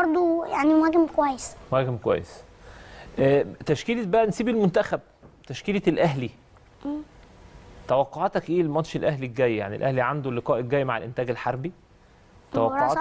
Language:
Egyptian Arabic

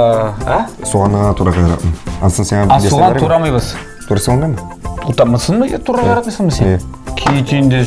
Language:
Tatar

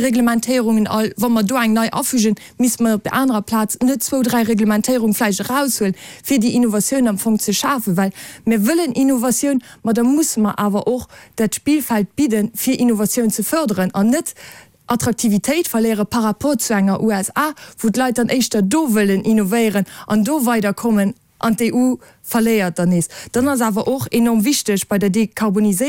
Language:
Luxembourgish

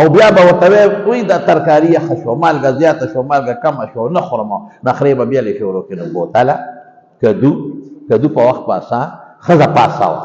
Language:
Pashto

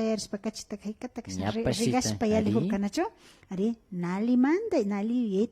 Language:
Imbabura Highland Quichua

